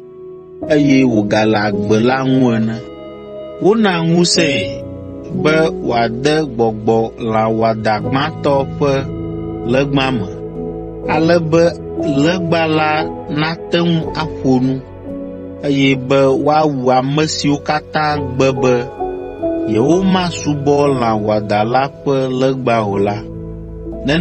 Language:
Ewe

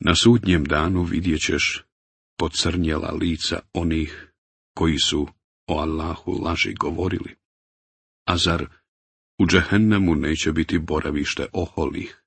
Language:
Bosnian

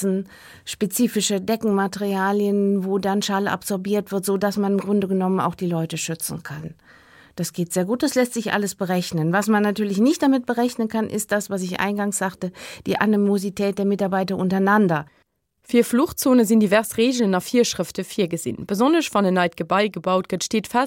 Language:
Luxembourgish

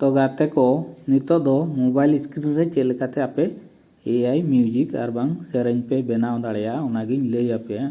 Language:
Santali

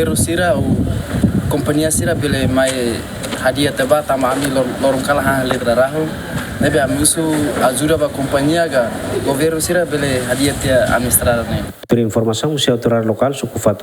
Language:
Tetum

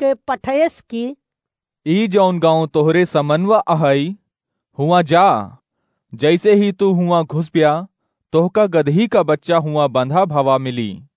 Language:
Awadhi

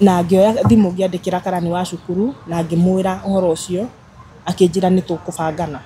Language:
Kikuyu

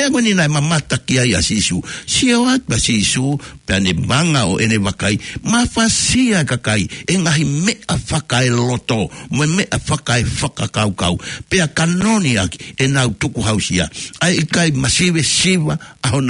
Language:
Tongan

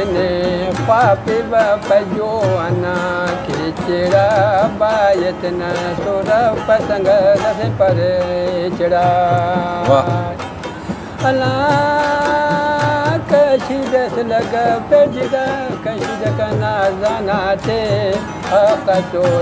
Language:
Brahui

